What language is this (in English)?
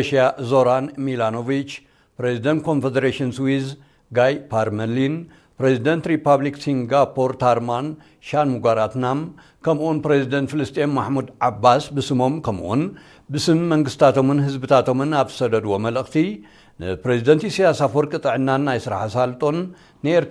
Tigrinya